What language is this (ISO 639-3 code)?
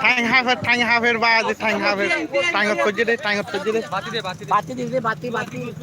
rhg